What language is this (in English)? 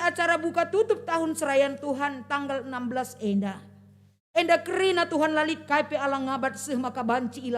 Batak Karo